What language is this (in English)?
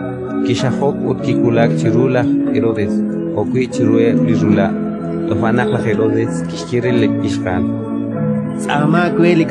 Kekchí